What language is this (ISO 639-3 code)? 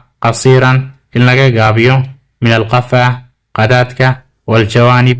som